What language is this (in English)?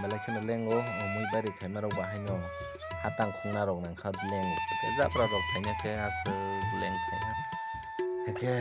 Kok Borok